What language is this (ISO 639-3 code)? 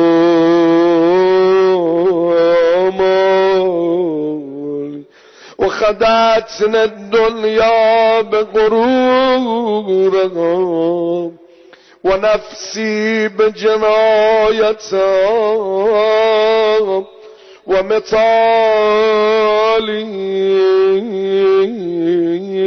fas